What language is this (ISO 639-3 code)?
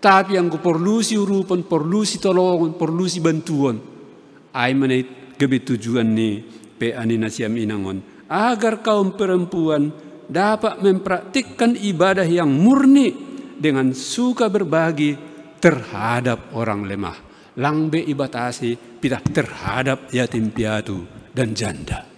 bts